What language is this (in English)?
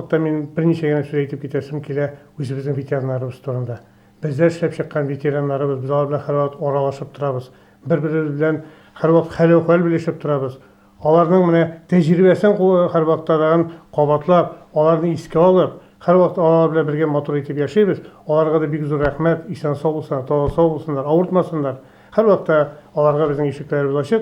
Tatar